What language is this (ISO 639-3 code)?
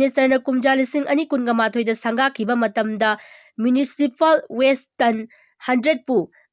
mni